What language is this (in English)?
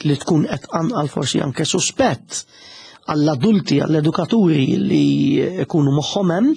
Maltese